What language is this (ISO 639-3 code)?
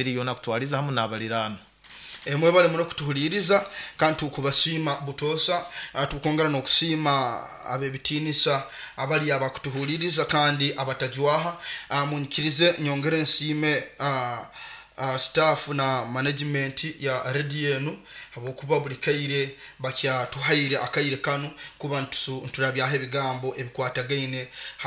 nyo